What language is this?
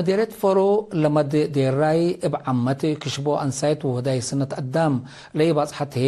Tigre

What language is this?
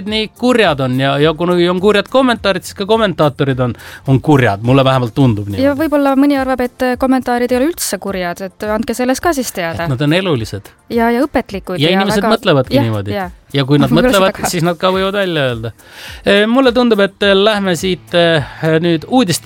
Estonian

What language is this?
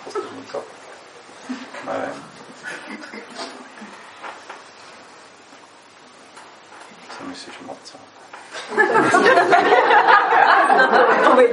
Czech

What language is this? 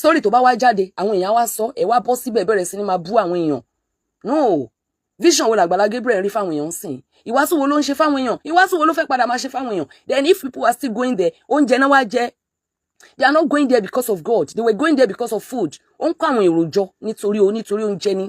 Yoruba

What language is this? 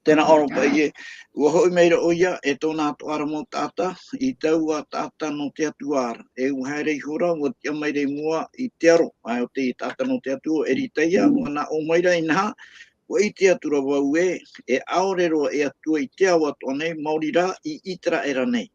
Tahitian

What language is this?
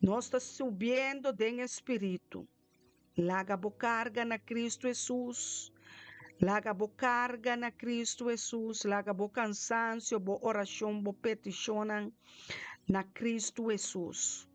Papiamento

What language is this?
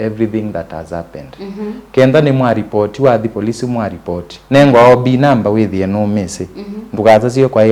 Kamba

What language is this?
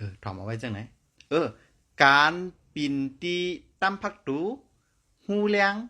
Shan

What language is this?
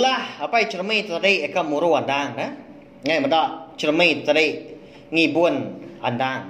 Iban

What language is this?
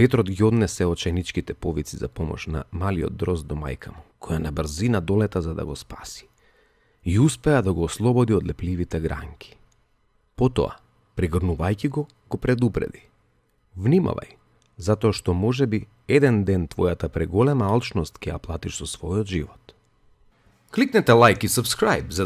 Macedonian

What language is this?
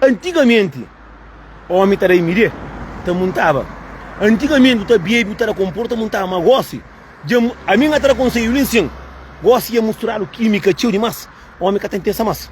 Kabuverdianu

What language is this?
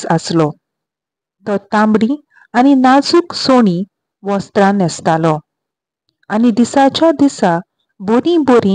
Konkani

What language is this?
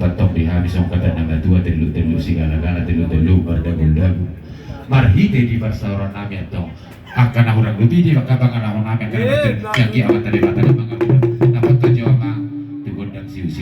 Batak Toba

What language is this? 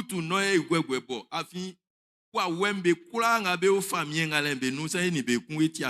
Baoulé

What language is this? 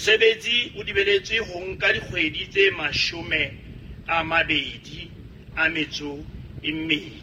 Southern Sotho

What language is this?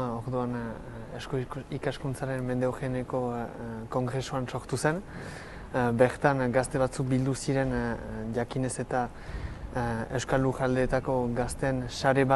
Basque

